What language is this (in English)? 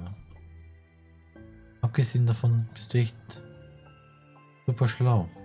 German